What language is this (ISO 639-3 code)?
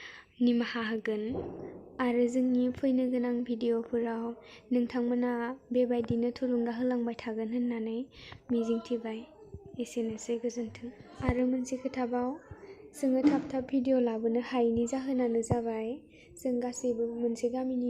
brx